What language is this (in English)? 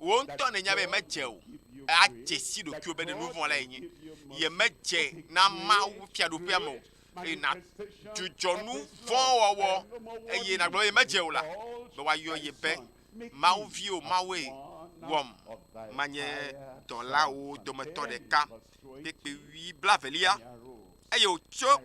Ewe